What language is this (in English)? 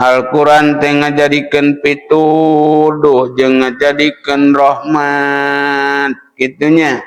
Sundanese